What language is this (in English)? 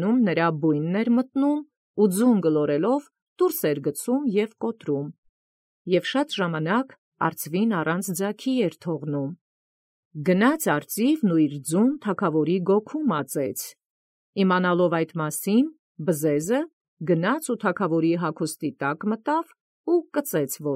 Armenian